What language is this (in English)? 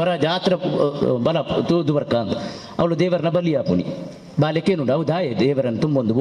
Tulu